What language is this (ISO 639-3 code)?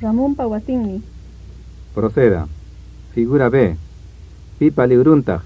quy